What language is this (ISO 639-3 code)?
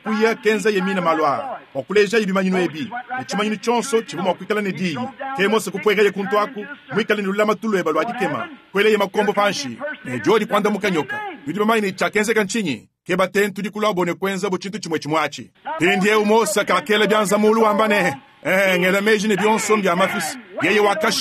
lua